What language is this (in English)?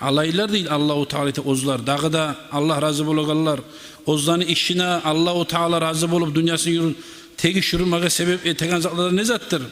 Kumyk